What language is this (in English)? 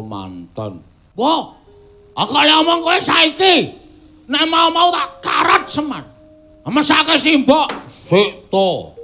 Javanese